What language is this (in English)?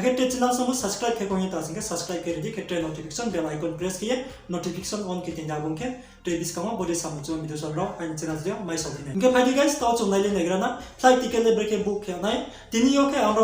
Riang (India)